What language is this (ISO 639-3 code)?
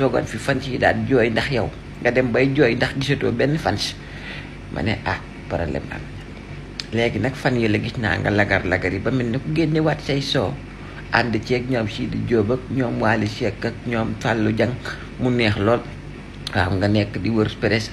wol